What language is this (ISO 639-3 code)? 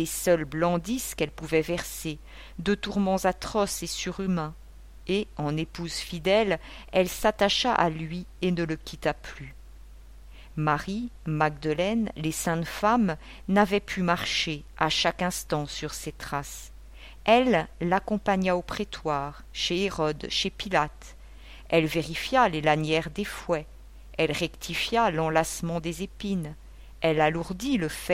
fra